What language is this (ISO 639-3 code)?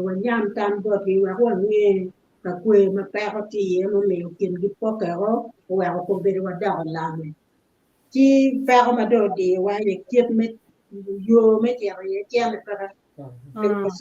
ach